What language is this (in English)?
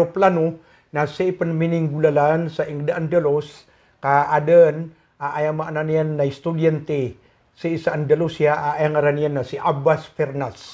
Maranao